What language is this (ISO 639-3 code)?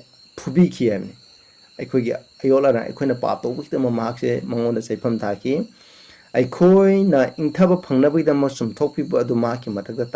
mni